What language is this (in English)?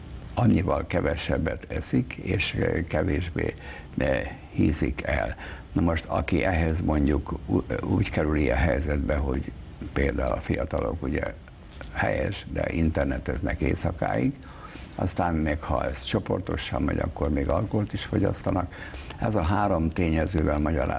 Hungarian